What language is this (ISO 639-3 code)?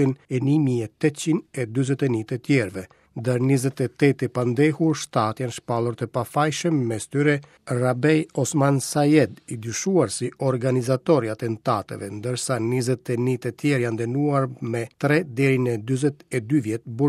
sqi